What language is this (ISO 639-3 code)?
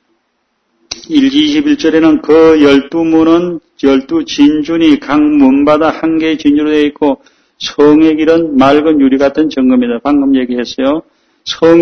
kor